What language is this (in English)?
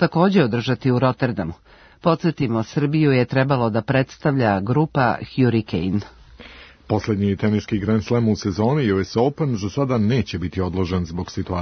Serbian